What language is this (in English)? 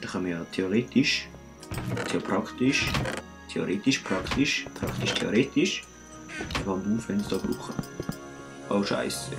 Swiss German